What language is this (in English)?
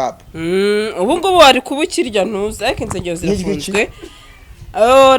Kinyarwanda